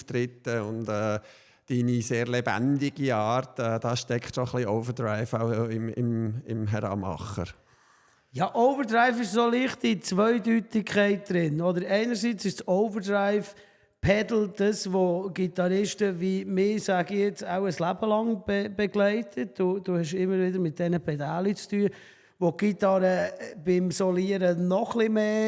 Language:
Swiss German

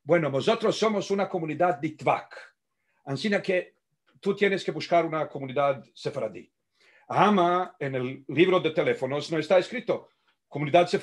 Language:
Ladino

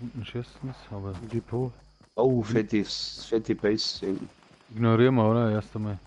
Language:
Bavarian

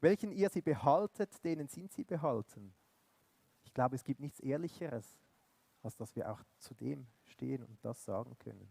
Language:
Swiss German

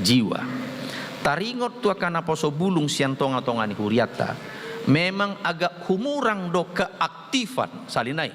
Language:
Batak Toba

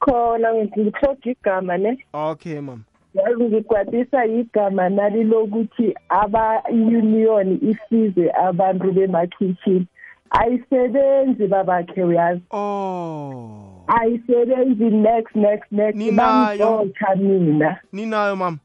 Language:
South Ndebele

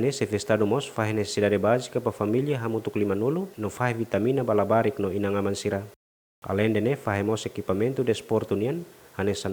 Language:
Tetum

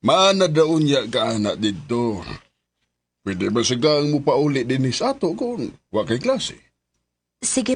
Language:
Cebuano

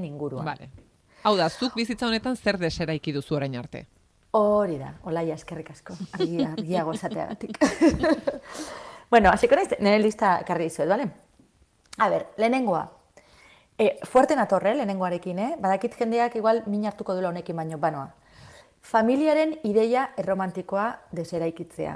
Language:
Basque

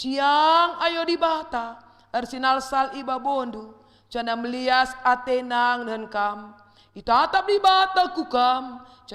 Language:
Batak Karo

